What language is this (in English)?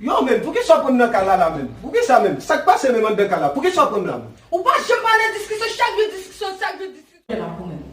Haitian Creole